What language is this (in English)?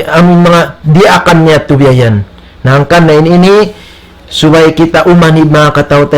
Tausug